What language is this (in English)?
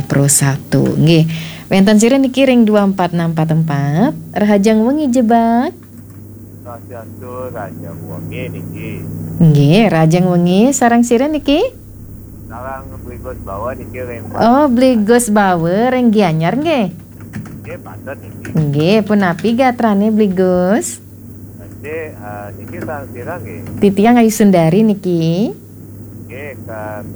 Balinese